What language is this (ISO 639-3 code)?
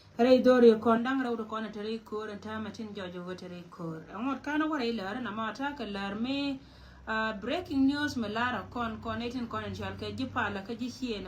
nus